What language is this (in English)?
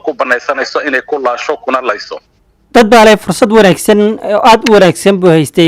Somali